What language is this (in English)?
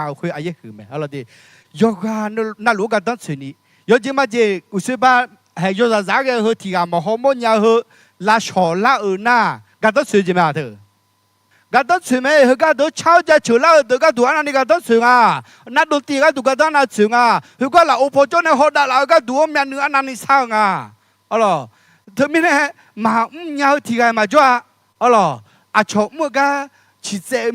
Akha